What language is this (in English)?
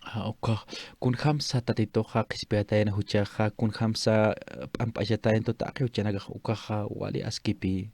Aymara